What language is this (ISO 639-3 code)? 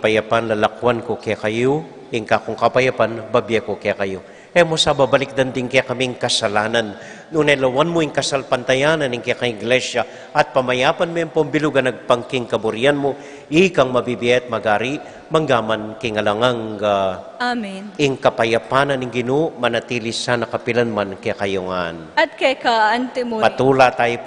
pam